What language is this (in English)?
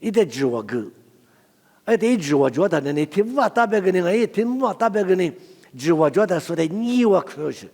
Lisu